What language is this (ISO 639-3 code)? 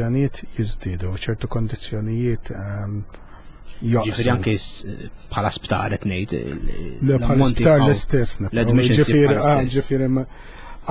mlt